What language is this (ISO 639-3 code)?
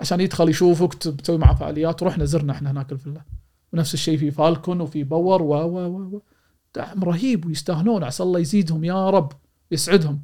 afb